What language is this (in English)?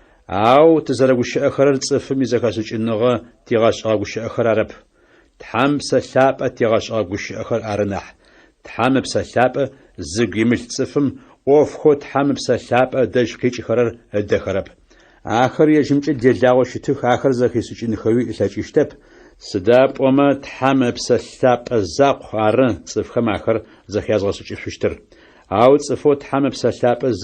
Adyghe